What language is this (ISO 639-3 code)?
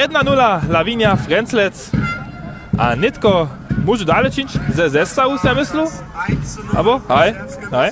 hsb